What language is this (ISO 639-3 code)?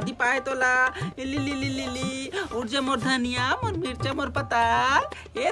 hne